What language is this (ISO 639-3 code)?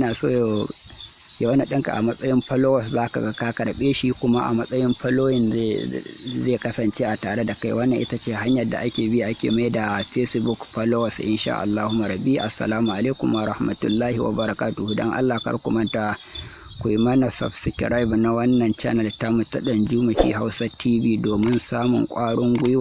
hau